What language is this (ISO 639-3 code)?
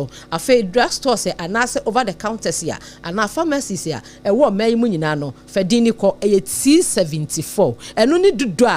aka